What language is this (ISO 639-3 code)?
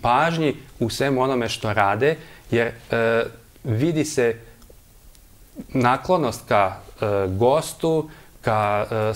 srp